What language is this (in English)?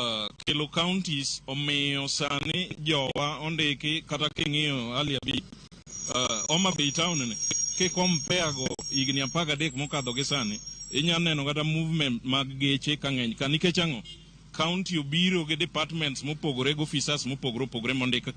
Luo (Kenya and Tanzania)